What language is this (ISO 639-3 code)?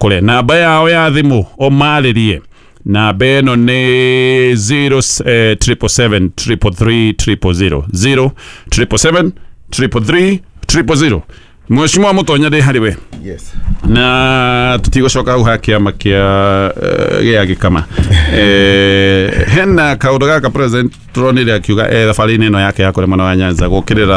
kik